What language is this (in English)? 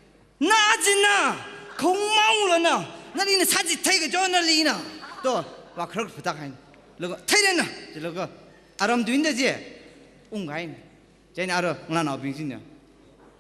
Tangkhul Naga (India)